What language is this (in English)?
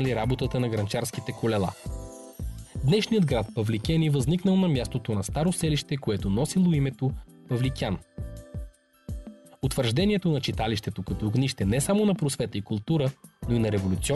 Bulgarian